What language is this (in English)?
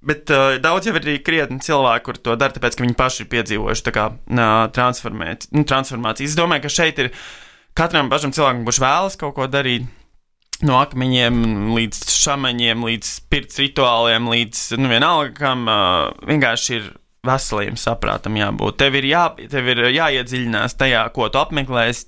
Latvian